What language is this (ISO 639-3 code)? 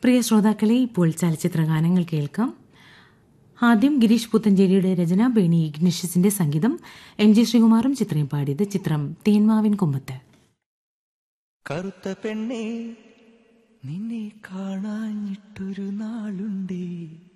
mal